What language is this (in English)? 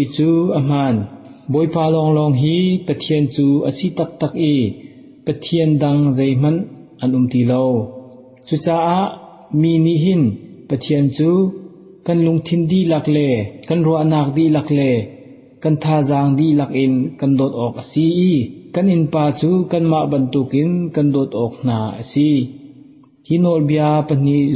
Hakha Chin